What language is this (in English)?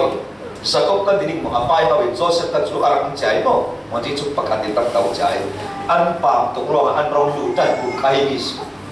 Falam Chin